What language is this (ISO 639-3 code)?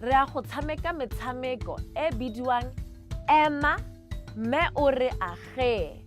tsn